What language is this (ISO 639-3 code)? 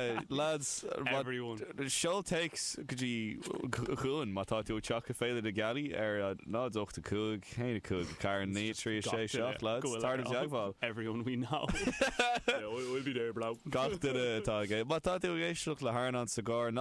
gle